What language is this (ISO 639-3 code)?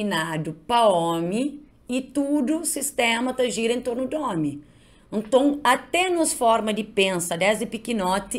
kea